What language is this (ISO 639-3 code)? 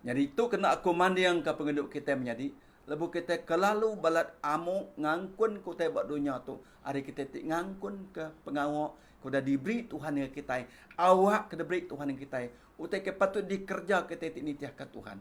iba